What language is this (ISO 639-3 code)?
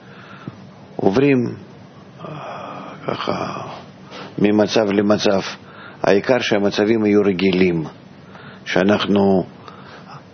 heb